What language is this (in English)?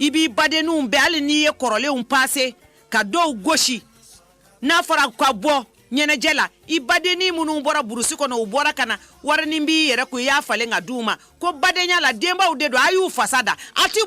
Bambara